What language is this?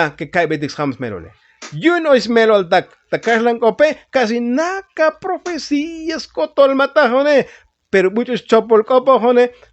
Tzotzil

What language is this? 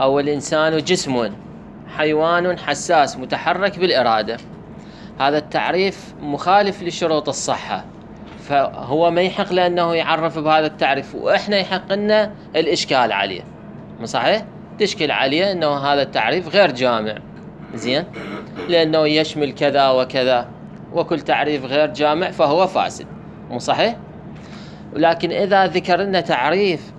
Mesopotamian Arabic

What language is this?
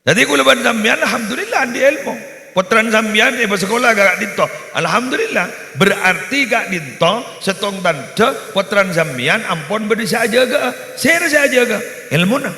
Madurese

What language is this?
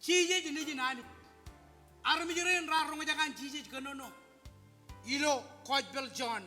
Marshallese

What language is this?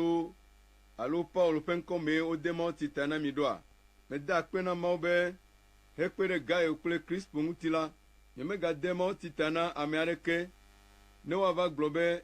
Ewe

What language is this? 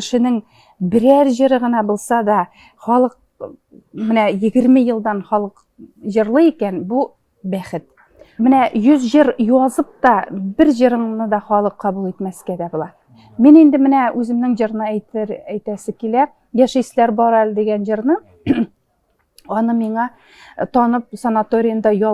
Tatar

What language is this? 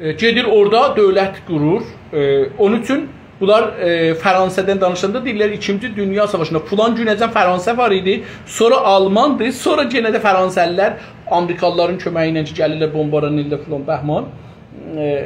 South Azerbaijani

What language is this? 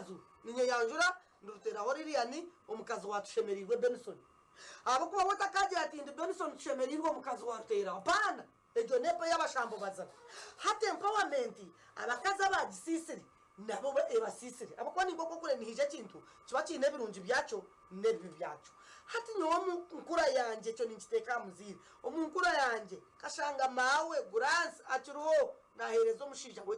Nyankole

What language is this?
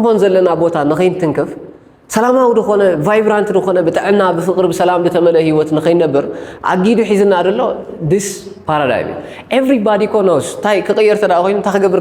Tigrinya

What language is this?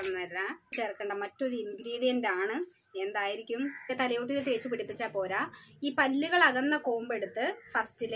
Malayalam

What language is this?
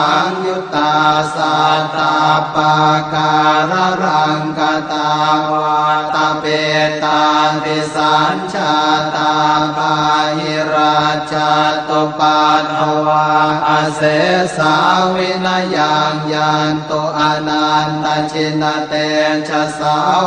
Pali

